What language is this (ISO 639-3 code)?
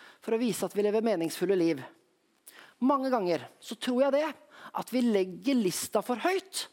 nor